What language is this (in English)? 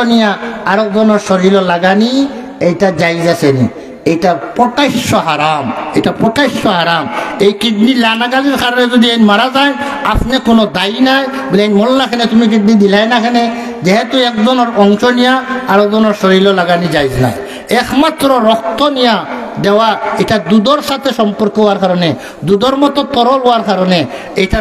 Sylheti